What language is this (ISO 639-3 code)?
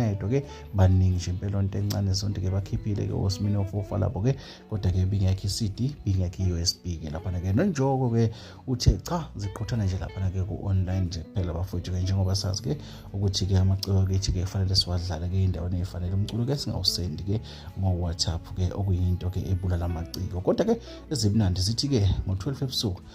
zul